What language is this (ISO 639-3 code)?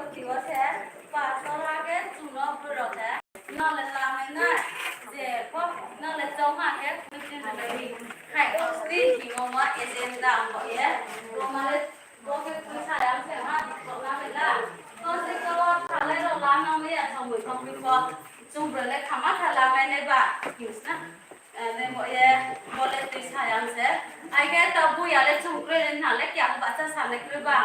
ria